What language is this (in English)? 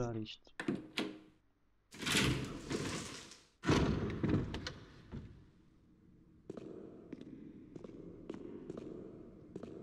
Portuguese